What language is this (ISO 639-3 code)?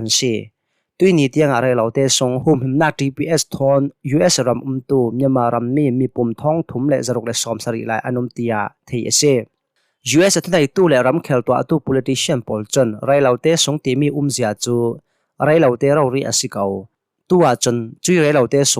cnh